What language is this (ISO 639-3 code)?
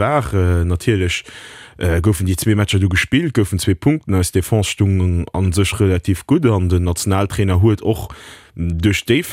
ltz